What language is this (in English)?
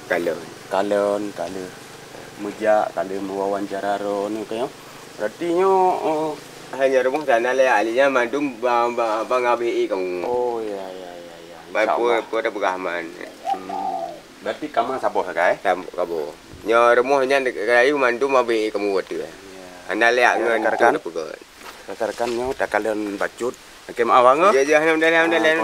Achinese